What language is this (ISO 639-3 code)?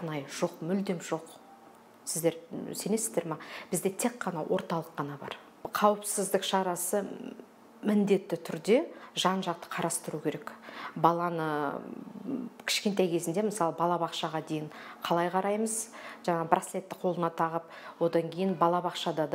kaz